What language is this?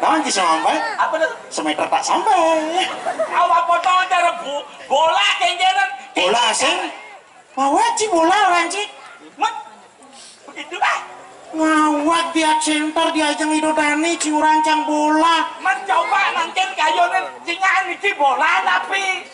Balinese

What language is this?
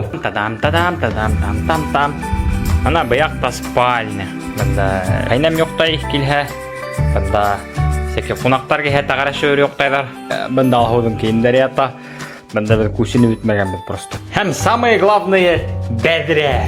Bashkir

